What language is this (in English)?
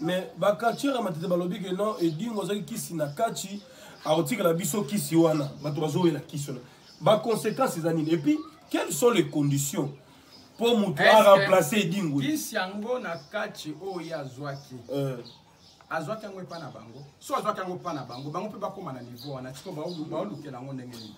Lingala